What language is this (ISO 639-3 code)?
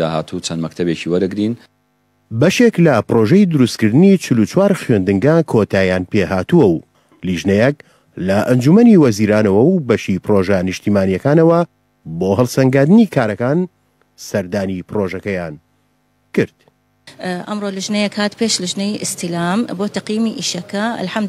ckb